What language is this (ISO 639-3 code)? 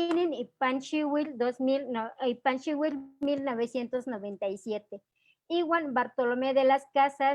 nhe